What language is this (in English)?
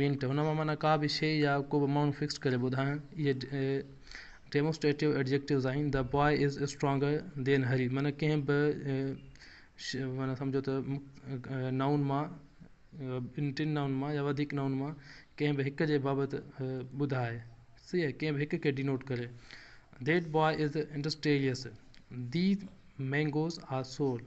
Sindhi